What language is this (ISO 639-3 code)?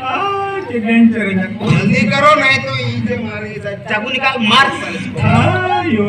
sat